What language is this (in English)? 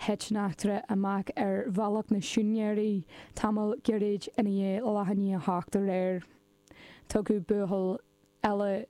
Irish